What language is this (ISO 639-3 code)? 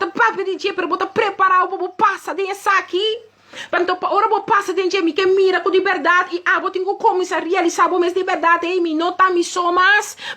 pap